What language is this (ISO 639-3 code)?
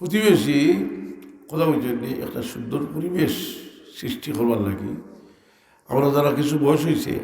syl